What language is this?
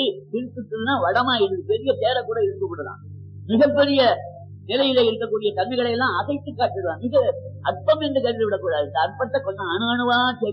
Tamil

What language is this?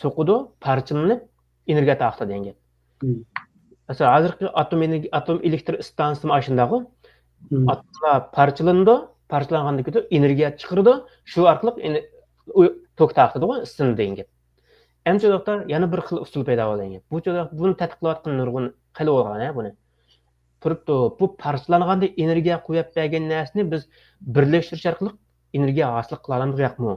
Uyghur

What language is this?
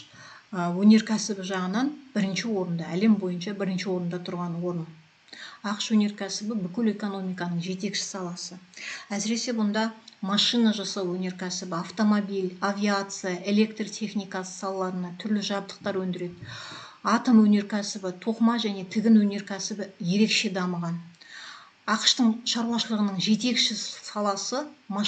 Kazakh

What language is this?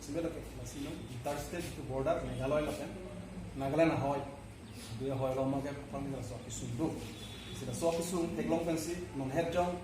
Karbi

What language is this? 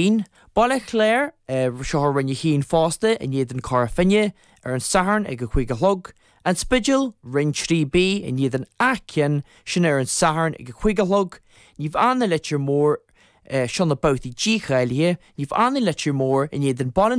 Irish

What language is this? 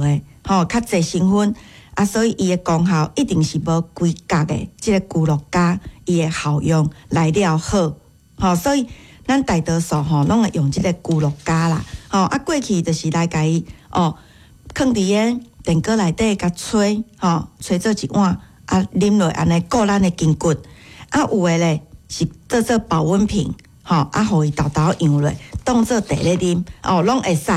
Min Nan Chinese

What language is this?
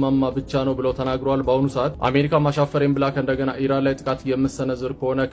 Amharic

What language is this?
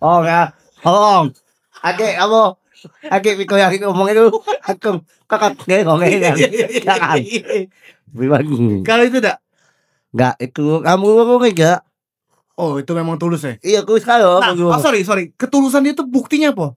Musi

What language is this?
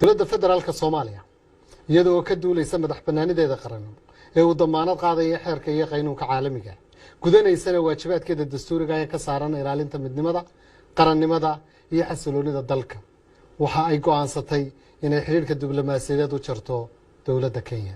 Somali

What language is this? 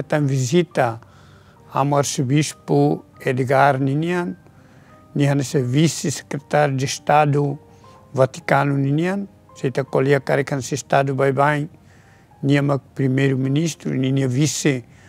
Tetum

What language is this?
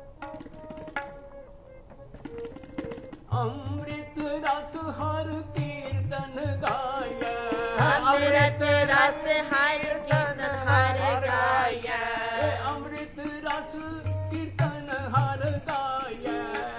Punjabi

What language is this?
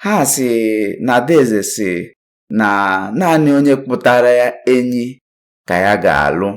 Igbo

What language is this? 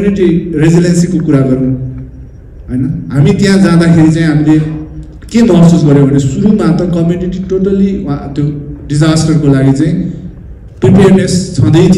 Nepali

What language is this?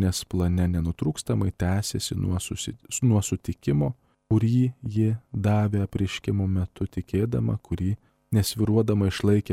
Lithuanian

